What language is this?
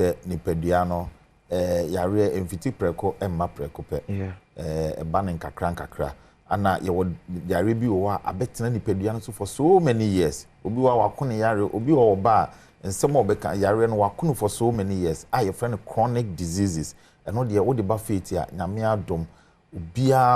Akan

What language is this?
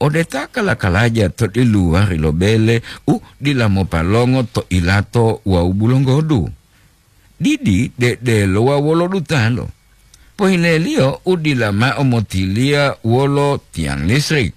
Gorontalo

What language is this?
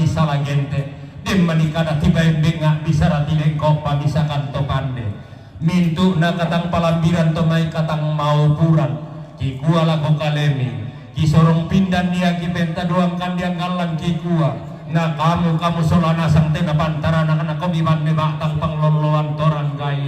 Toraja-Sa'dan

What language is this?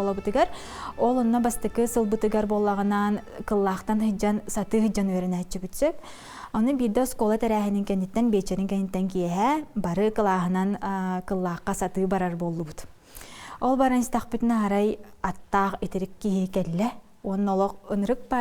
Yakut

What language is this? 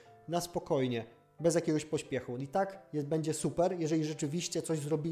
Polish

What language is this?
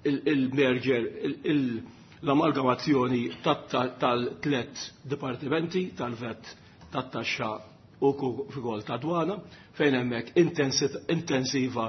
Maltese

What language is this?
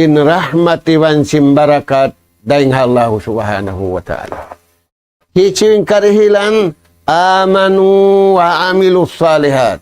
Tausug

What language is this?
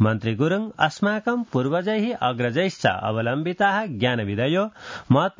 Sanskrit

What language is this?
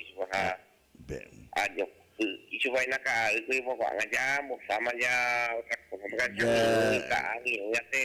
Guarani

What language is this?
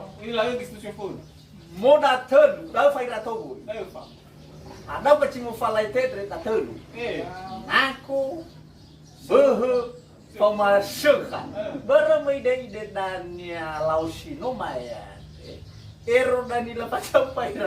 Nias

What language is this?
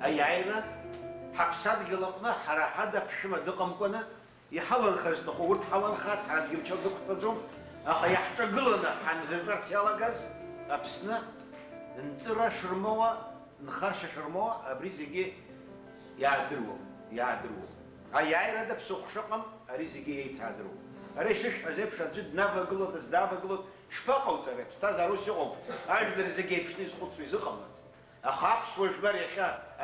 Abkhazian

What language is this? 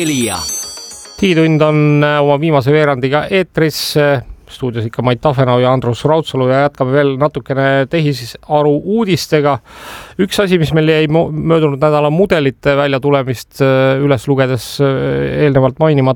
Estonian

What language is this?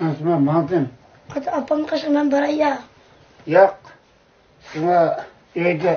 Uyghur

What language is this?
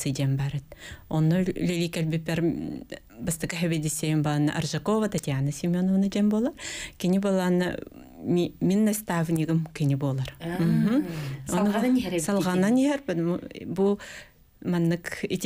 Yakut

